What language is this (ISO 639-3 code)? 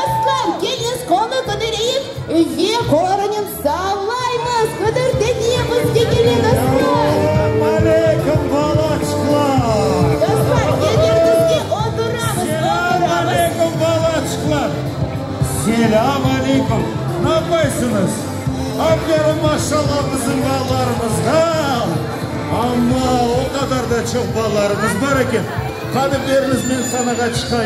crh